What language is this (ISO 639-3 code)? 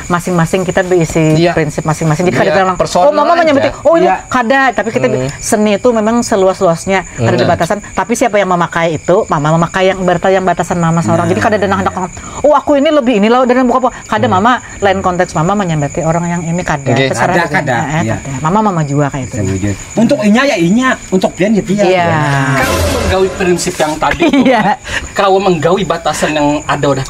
bjn